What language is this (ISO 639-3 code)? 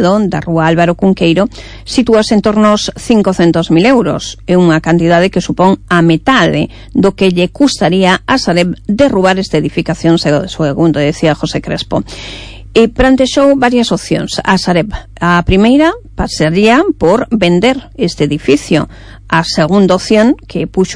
glg